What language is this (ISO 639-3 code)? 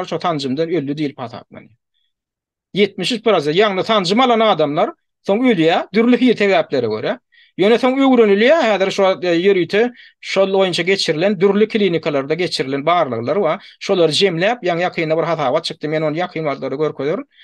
tuk